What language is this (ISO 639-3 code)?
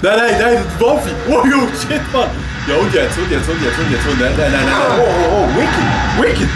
gsw